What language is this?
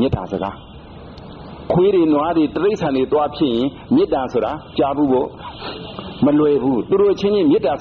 Burmese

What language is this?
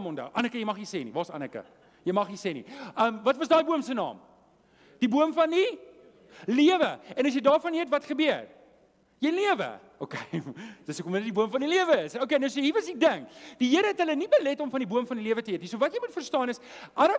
Afrikaans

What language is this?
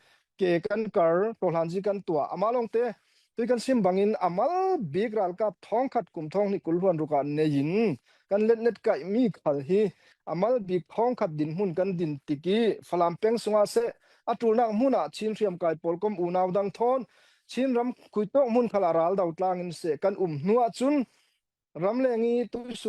Falam Chin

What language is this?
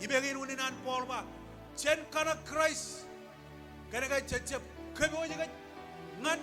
Marshallese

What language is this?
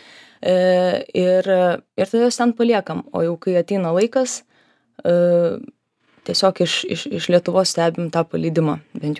Lithuanian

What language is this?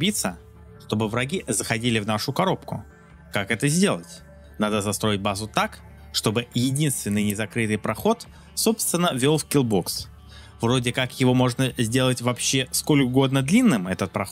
Russian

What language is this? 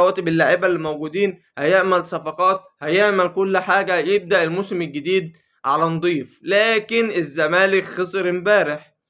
Egyptian Arabic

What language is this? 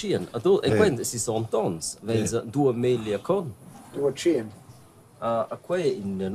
Romansh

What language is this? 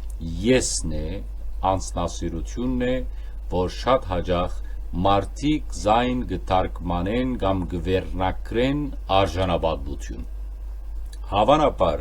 Western Armenian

